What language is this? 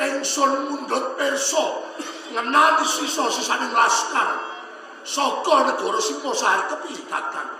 Javanese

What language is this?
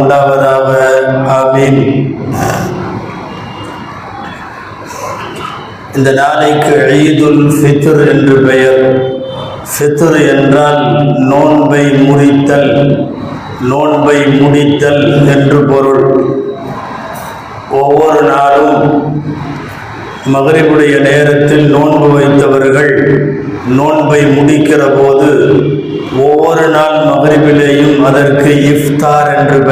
Tamil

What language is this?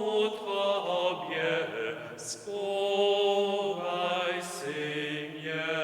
Upper Sorbian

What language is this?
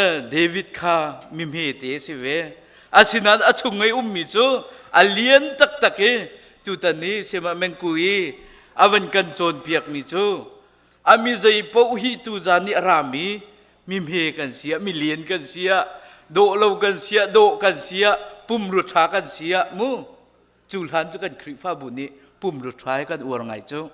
Hakha Chin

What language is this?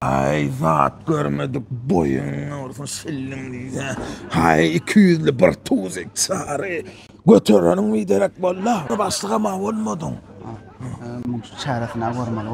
Turkmen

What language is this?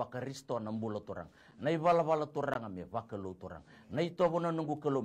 Fijian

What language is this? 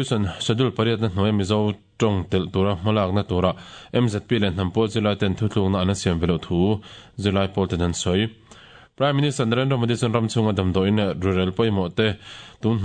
Mizo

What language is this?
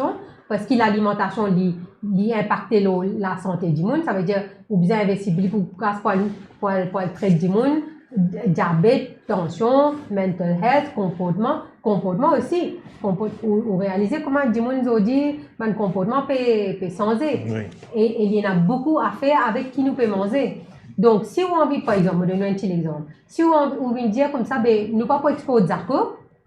Morisyen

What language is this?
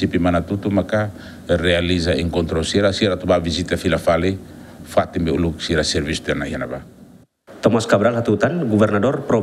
Tetum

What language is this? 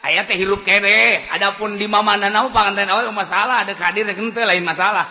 Sundanese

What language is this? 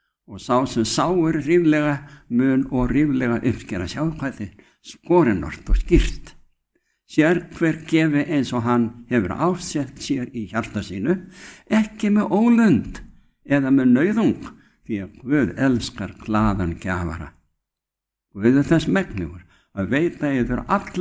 Icelandic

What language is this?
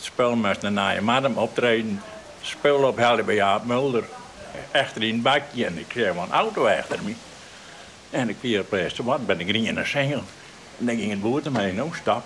Western Frisian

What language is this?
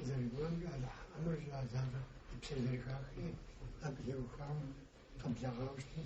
Kabardian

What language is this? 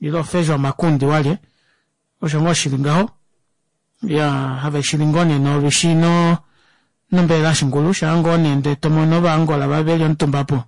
Kuanyama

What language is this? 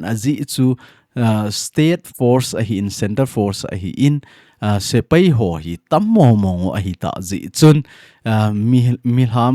Thado Chin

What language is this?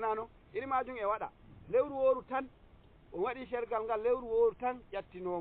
Nigerian Fulfulde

